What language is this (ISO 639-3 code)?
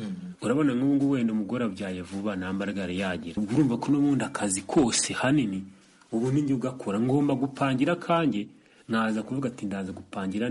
kin